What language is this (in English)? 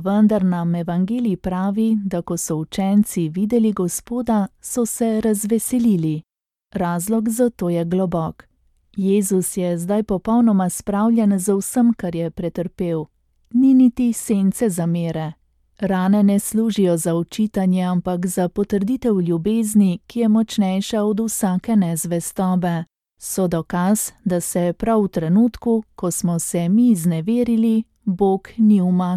Slovenian